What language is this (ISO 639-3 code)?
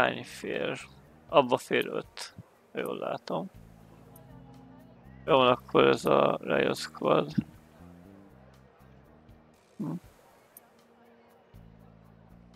hun